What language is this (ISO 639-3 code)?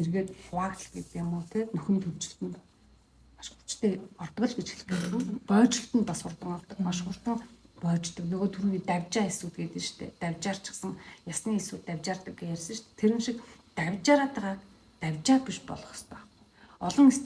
mon